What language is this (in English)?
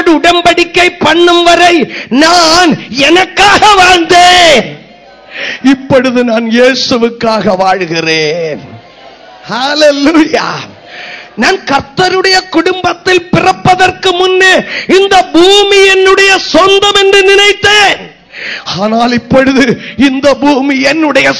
Tamil